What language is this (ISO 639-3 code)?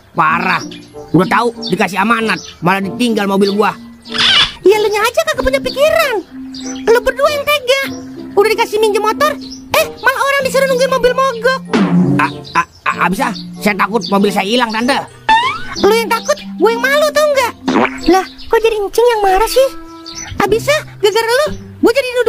bew